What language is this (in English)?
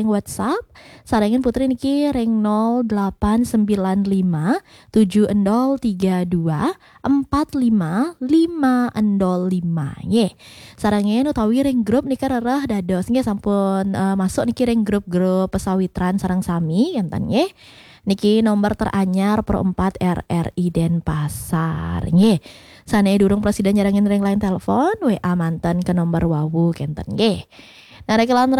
Balinese